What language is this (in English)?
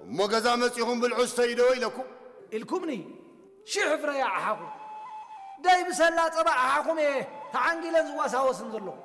Tigrinya